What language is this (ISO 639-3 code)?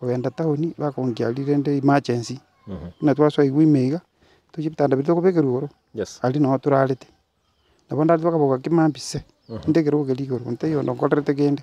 guz